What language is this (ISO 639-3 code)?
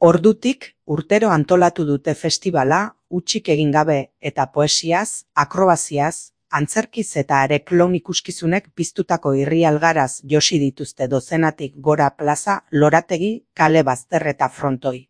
eus